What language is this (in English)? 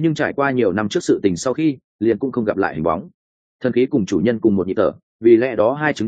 Vietnamese